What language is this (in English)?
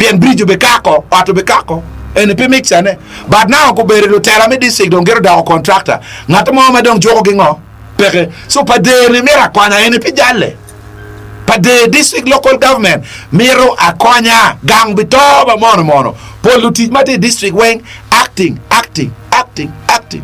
Acoli